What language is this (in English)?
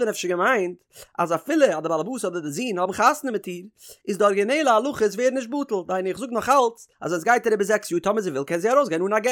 Yiddish